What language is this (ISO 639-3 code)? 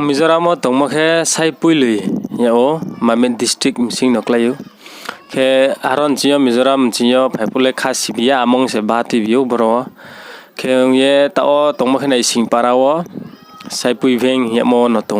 ria